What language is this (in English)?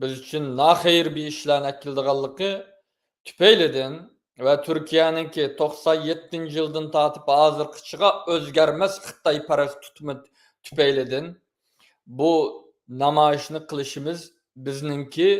Uyghur